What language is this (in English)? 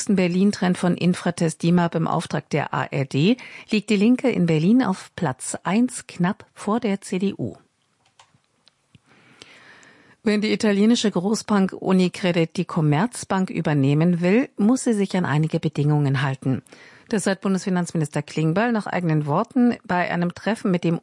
German